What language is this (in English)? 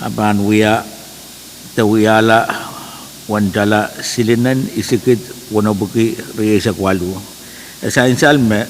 Pohnpeian